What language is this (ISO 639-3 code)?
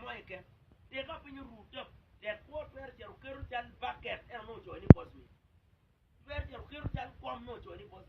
ach